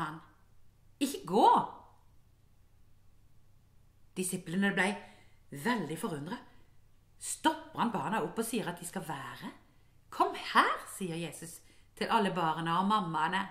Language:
Norwegian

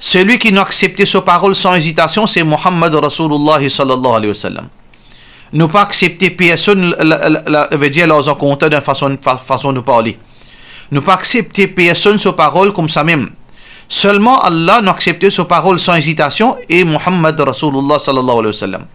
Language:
Morisyen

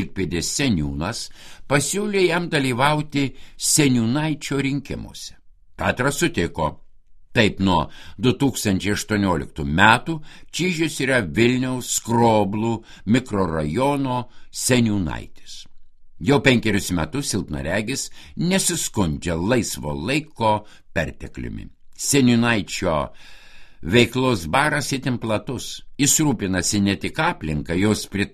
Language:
Lithuanian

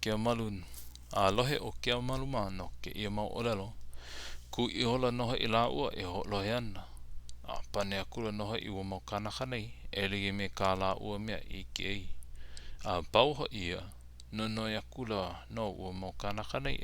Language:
Hawaiian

